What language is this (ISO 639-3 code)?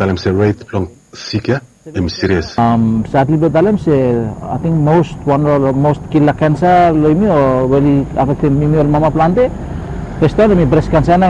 bis